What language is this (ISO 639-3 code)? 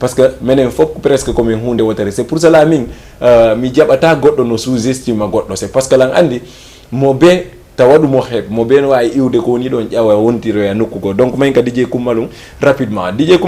ful